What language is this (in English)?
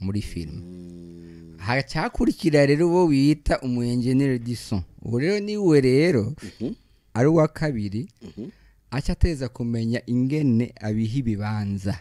Rundi